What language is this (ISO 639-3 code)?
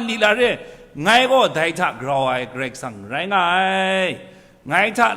kac